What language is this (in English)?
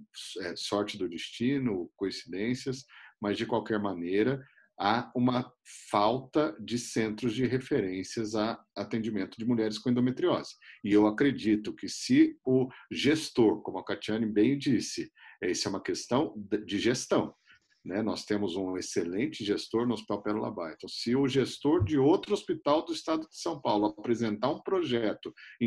Portuguese